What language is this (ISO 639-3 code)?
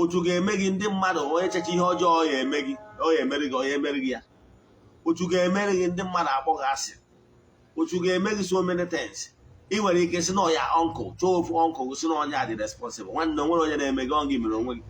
ibo